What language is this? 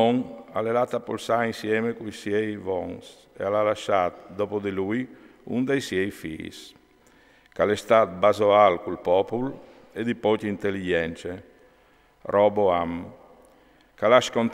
Friulian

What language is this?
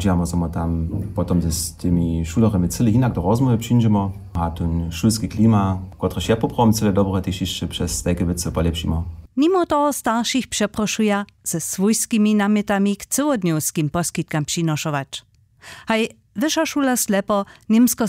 Upper Sorbian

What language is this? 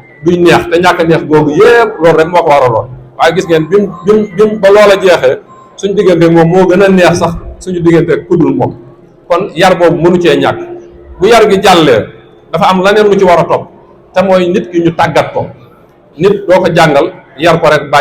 Wolof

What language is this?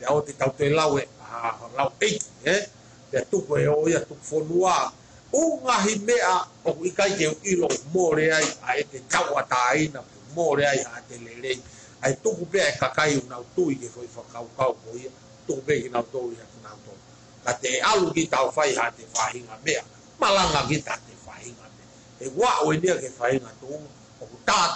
Tongan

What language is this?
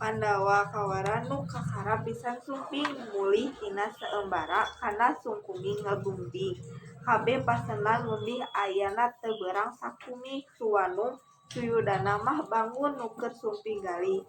Sundanese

